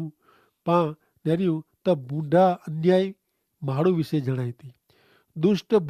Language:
Kachhi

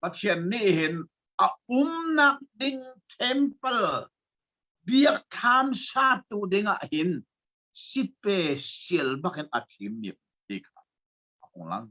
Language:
Hakha Chin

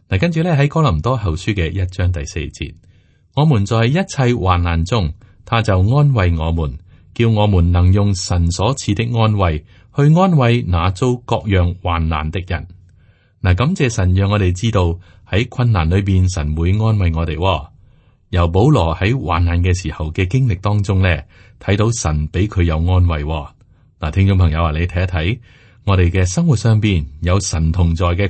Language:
Cantonese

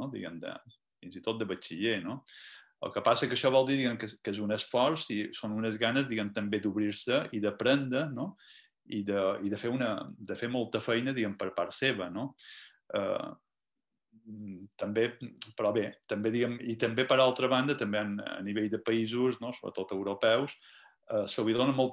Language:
Catalan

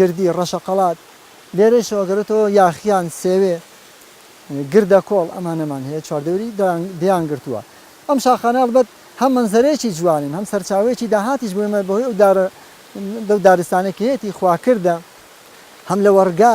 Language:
Central Kurdish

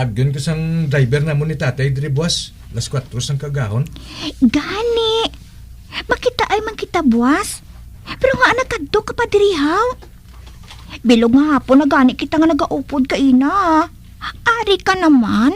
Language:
Hiligaynon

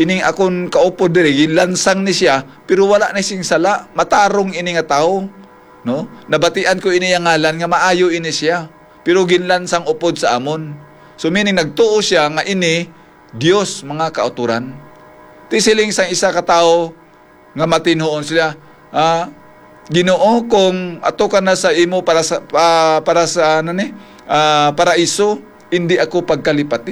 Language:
Hiligaynon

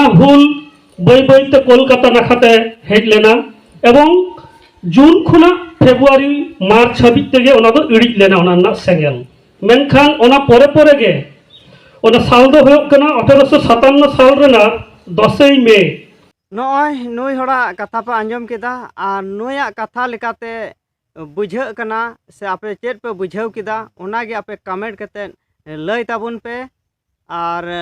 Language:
Santali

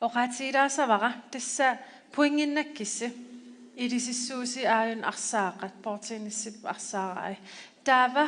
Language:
Kalaallisut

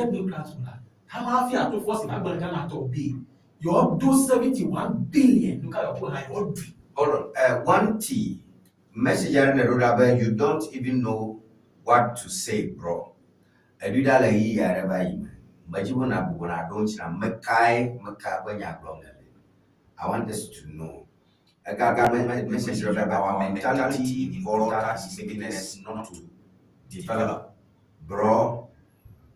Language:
Ewe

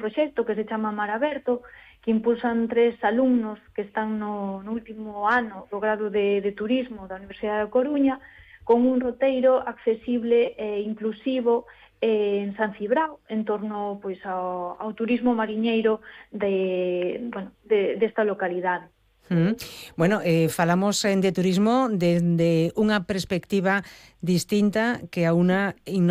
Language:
Galician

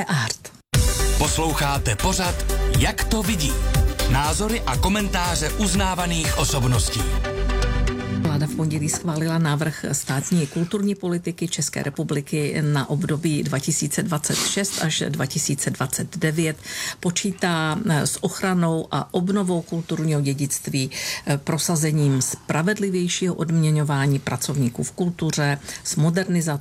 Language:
Czech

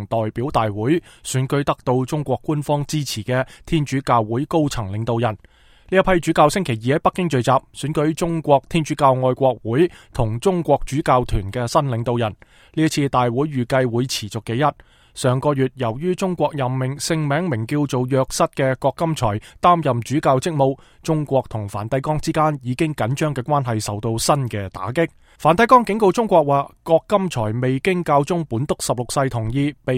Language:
Cantonese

